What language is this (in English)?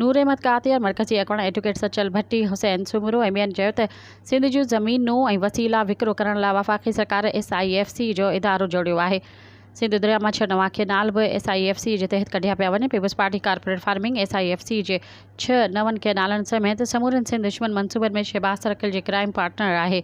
Sindhi